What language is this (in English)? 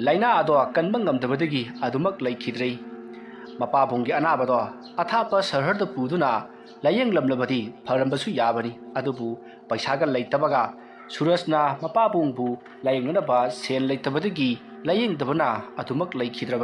Manipuri